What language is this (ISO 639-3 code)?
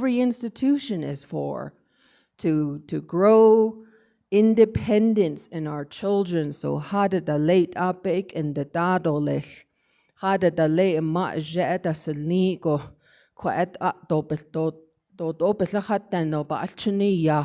nav